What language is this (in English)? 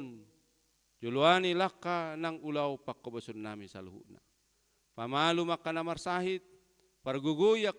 Batak Toba